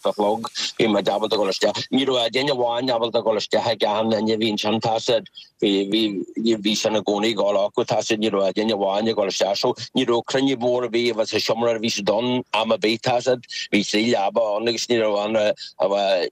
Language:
Irish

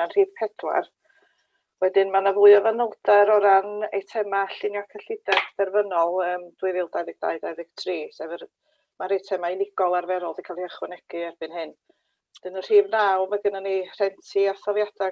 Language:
Welsh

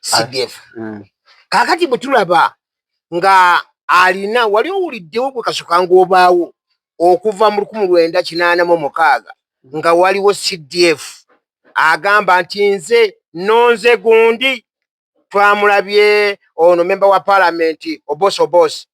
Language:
Ganda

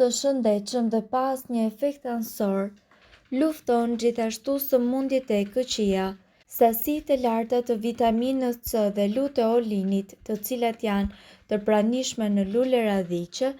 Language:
Albanian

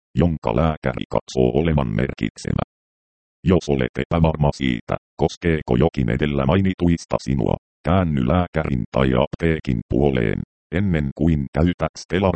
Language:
Finnish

